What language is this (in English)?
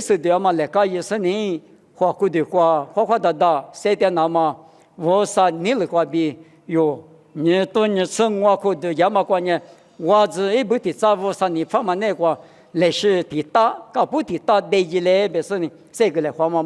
Lisu